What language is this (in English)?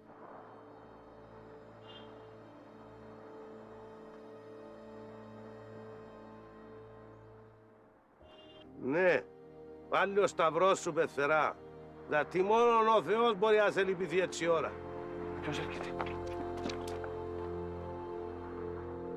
Greek